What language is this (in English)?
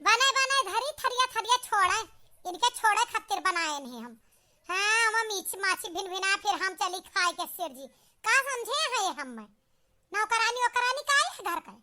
Awadhi